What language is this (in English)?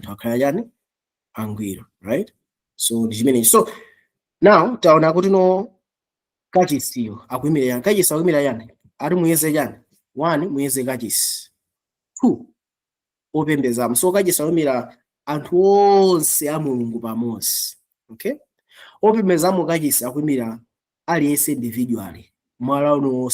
Nyanja